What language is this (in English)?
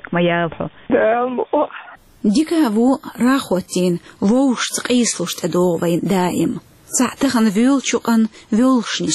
Chechen